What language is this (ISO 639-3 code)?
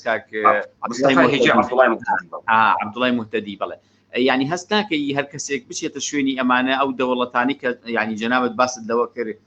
ckb